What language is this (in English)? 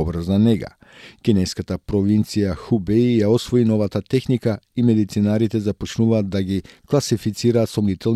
Macedonian